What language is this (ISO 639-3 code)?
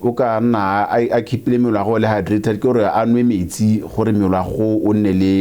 tsn